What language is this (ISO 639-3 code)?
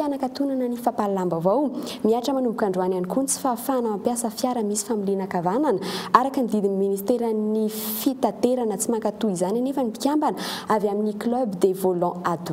mlg